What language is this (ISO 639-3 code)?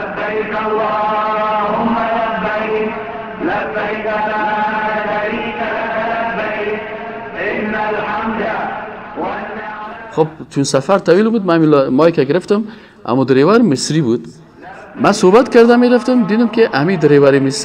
fas